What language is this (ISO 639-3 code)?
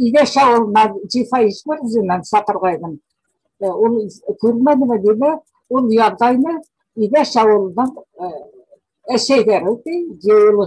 bak